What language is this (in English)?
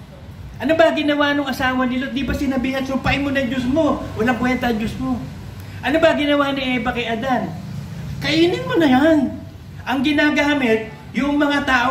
Filipino